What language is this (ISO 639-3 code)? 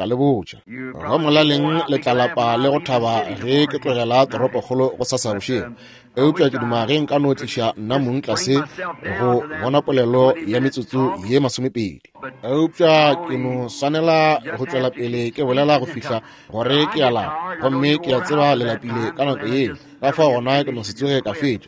nso